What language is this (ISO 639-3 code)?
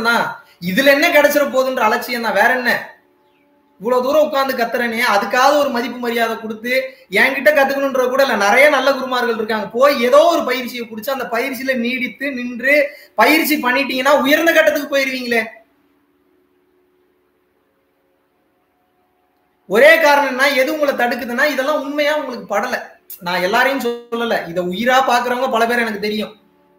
tam